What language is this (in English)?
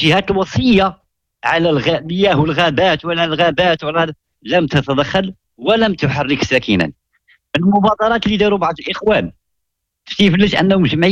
Moroccan Arabic